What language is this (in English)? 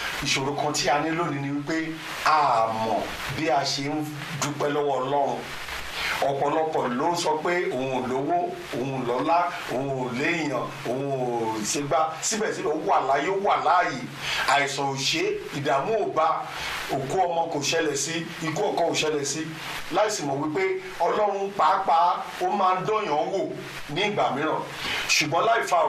Yoruba